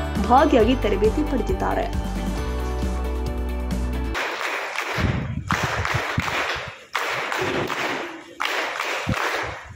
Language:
Kannada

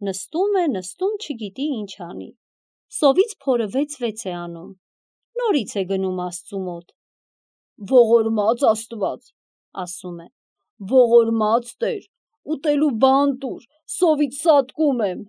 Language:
Armenian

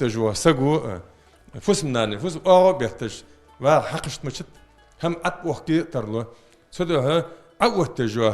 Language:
Ingush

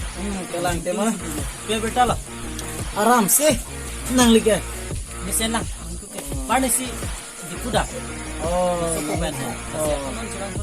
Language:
Karbi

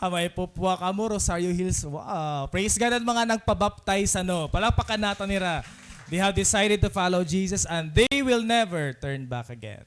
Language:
Waray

